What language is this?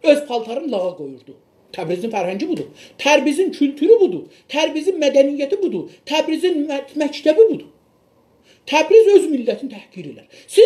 South Azerbaijani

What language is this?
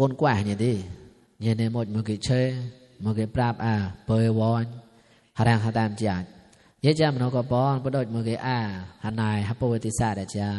Mon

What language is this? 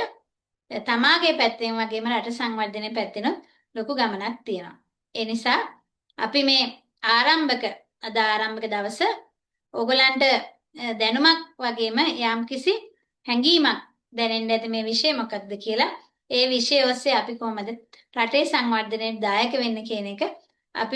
Sinhala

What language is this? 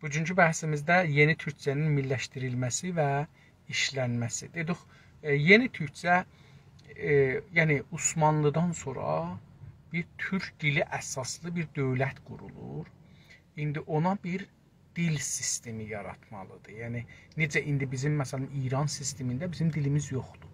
South Azerbaijani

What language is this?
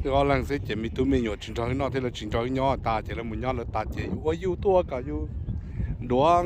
Hmong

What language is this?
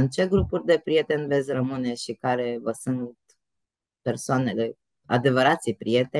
Romanian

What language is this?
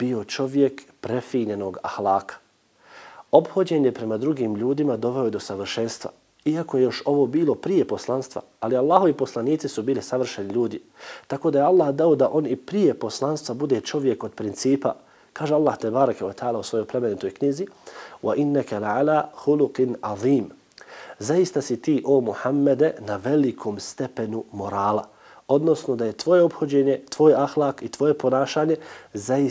Bosnian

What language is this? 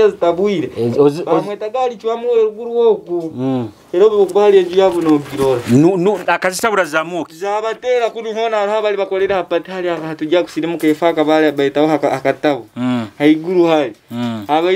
Nyoro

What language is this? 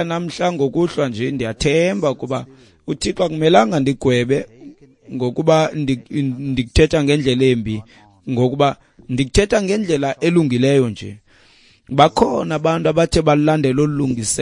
Xhosa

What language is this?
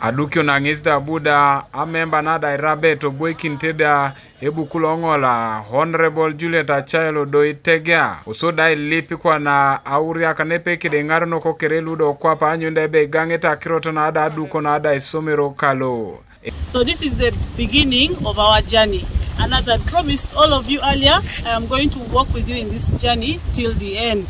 Teso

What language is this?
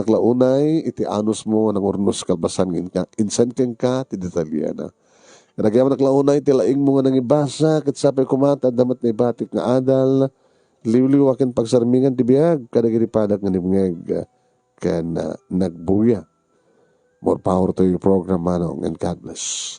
Iloko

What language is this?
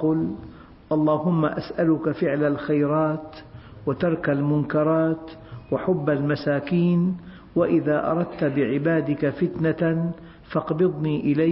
Arabic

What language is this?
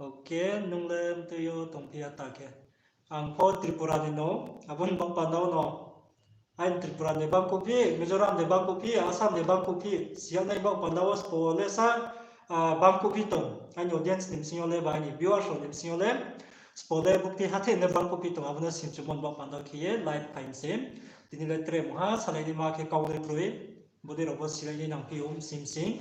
Riang (India)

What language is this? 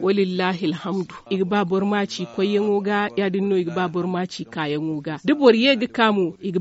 Zarma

